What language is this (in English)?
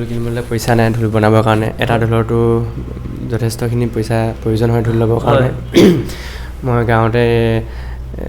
Assamese